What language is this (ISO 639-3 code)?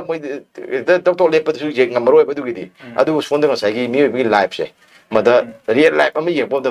mni